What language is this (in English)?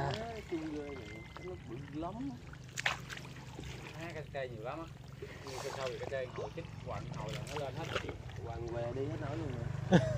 Vietnamese